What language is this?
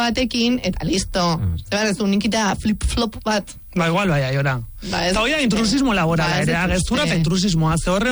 Basque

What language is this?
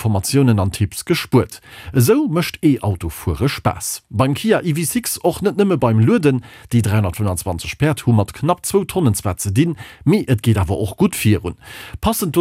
Luxembourgish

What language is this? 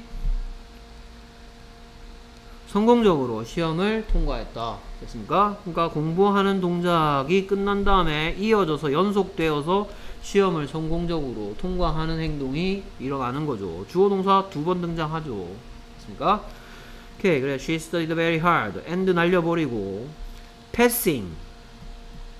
Korean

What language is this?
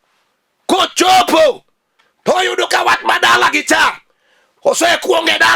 Luo (Kenya and Tanzania)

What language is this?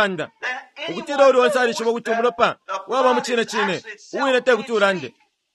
Bemba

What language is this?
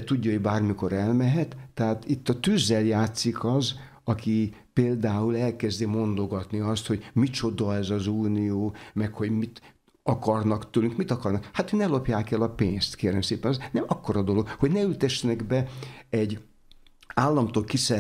Hungarian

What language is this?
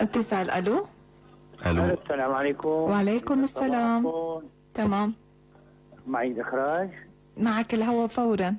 North Levantine Arabic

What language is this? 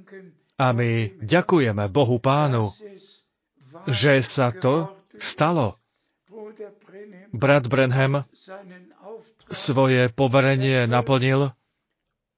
Slovak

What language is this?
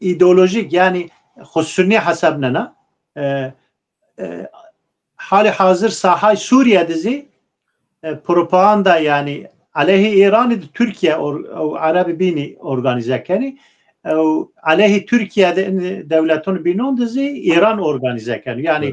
Zaza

